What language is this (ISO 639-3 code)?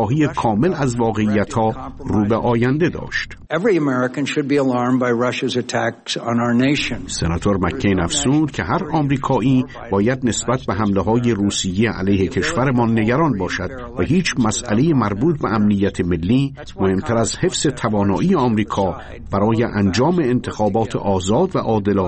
fas